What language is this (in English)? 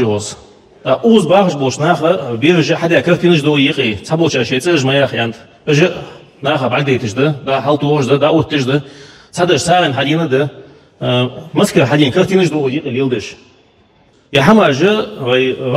Ingush